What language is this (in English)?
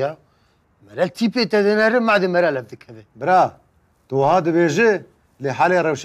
Kurdish